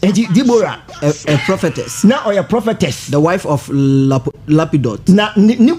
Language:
Akan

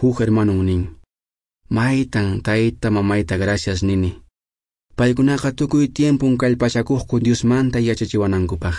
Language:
Quechua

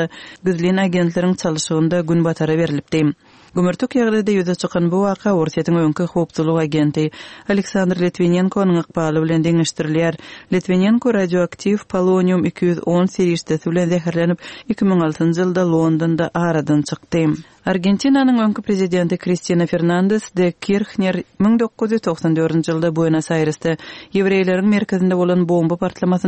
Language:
Turkmen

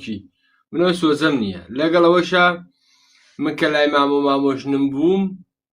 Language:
Central Kurdish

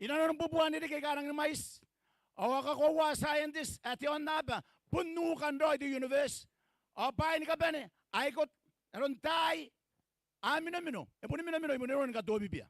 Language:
Gilbertese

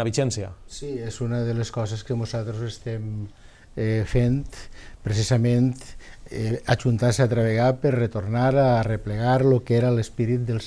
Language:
Catalan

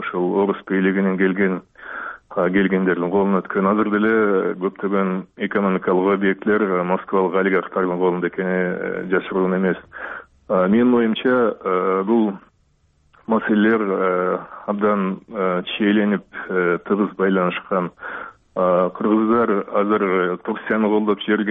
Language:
Kyrgyz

